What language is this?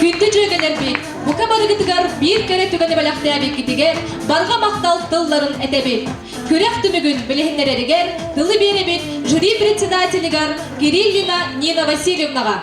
Yakut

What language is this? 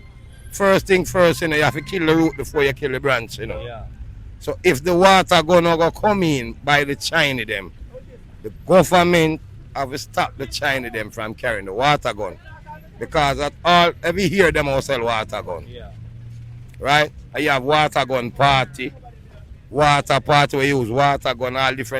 Jamaican Creole English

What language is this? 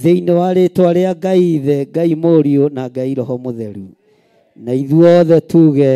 Kikuyu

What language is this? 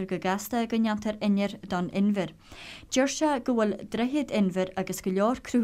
Irish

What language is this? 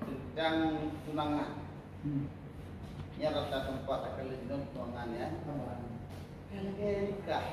Achinese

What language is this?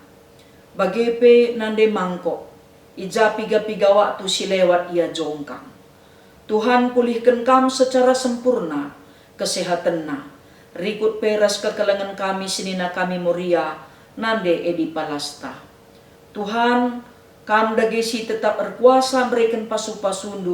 Batak Karo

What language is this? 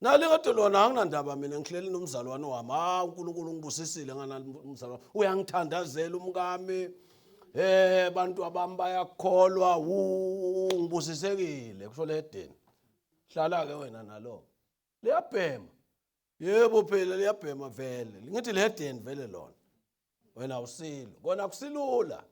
Zulu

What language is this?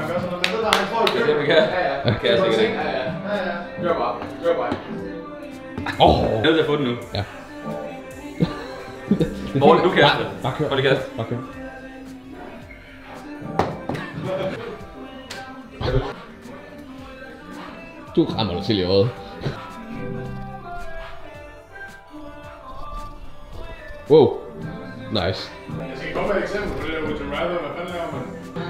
Danish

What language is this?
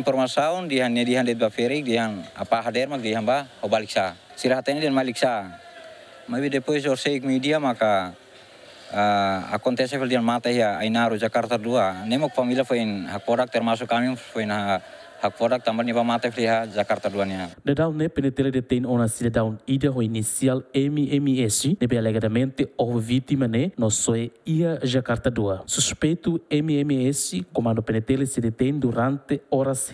Tetum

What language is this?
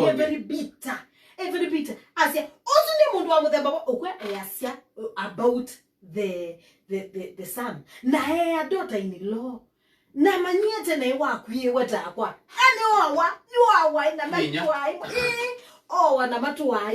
Kamba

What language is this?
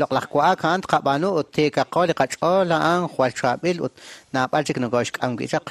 Kekchí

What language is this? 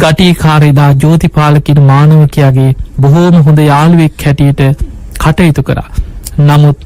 Sinhala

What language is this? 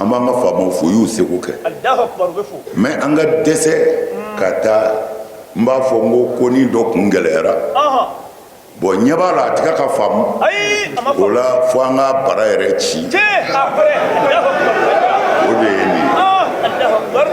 Bambara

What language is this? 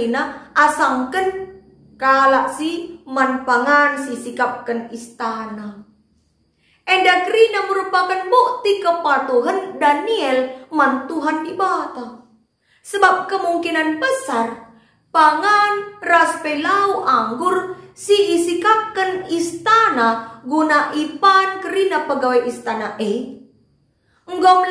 Batak Karo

